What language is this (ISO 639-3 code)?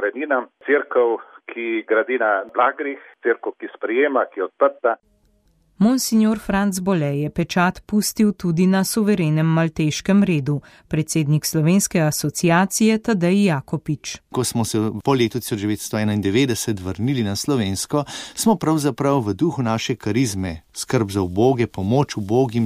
slv